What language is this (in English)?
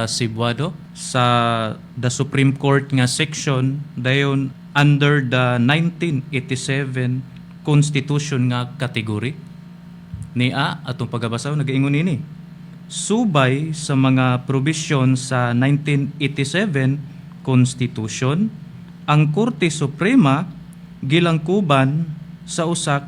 Cebuano